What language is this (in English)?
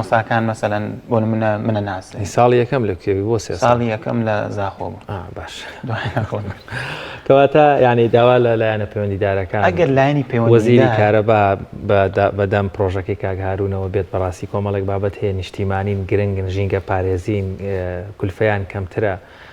Central Kurdish